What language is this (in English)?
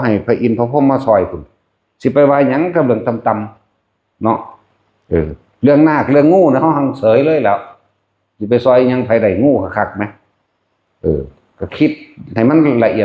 Lao